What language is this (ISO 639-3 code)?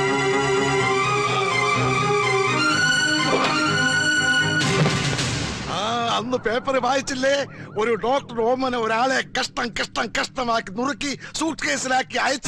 mal